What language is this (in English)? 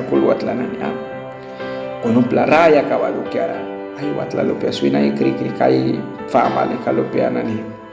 Mískito